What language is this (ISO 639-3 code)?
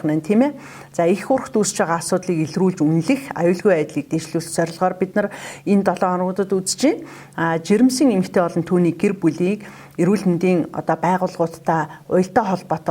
mon